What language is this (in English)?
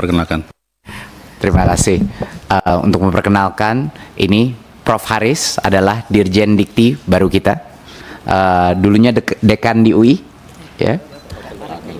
Indonesian